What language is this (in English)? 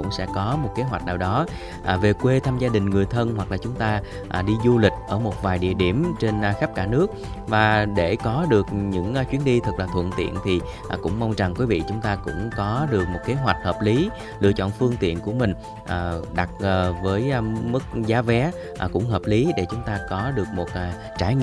Vietnamese